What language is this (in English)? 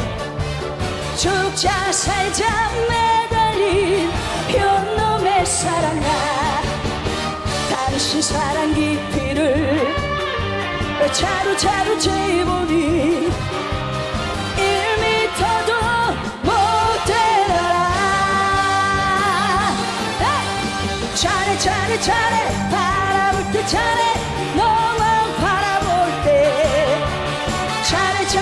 Korean